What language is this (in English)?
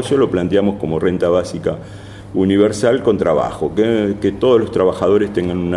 Spanish